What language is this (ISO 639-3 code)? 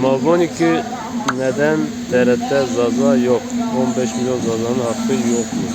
zza